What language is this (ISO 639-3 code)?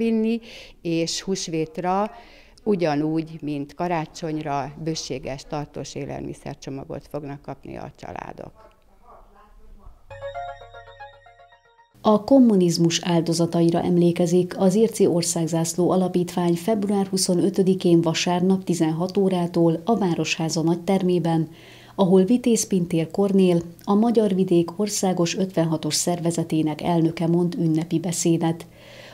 hun